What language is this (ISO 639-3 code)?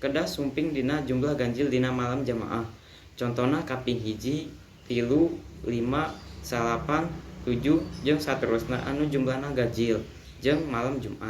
sun